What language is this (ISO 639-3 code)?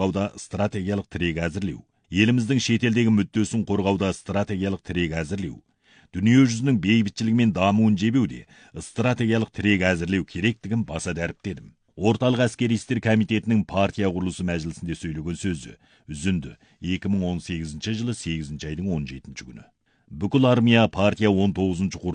kaz